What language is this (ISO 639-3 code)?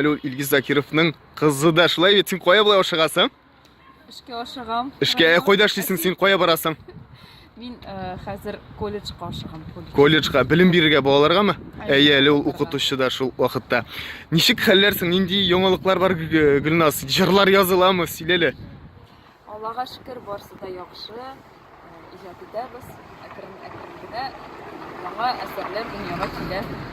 tat